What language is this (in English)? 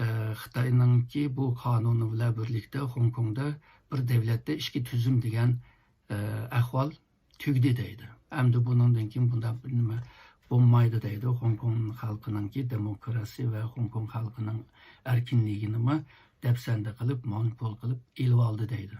Uyghur